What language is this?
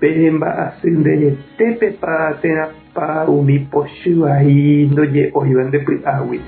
Guarani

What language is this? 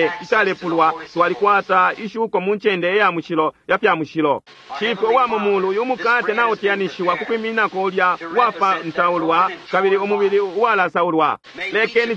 Bemba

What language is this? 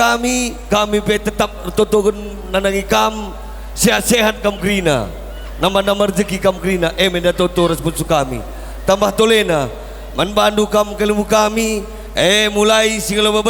Batak Karo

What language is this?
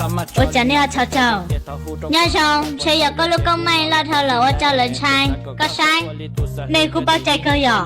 Hmong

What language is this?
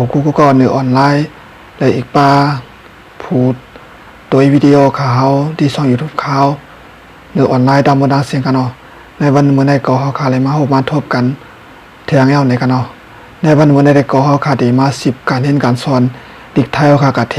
Shan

